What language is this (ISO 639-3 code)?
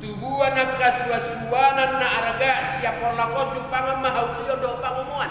bbc